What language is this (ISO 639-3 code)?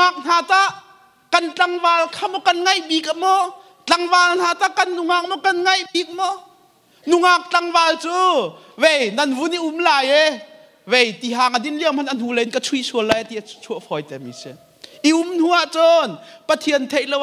cnh